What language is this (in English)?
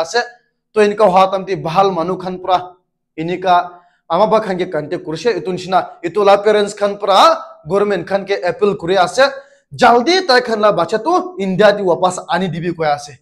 Naga Pidgin